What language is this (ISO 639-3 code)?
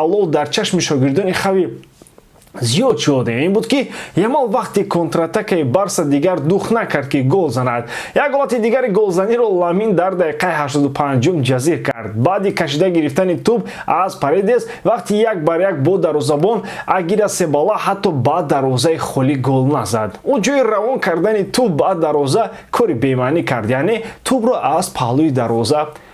tgk